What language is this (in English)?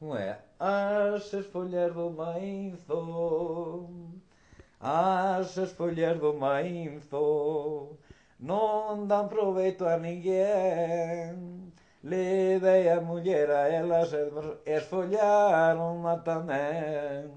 Galician